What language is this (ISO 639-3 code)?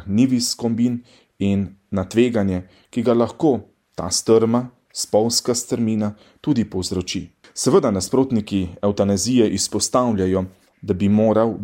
slv